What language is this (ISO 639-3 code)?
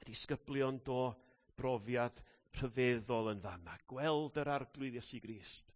cym